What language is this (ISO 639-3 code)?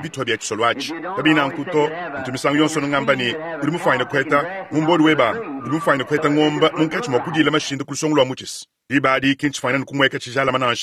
lua